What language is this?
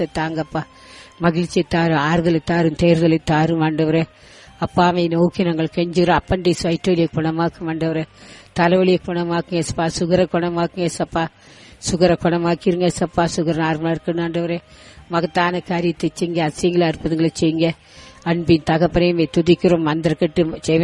Tamil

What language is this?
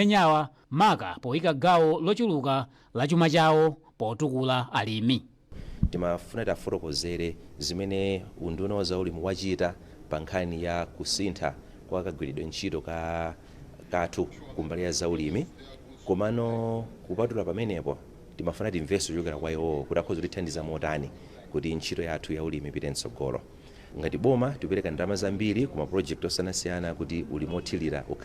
Nyanja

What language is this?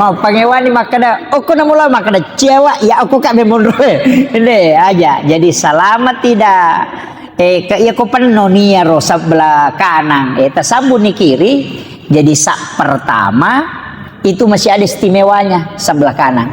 Buginese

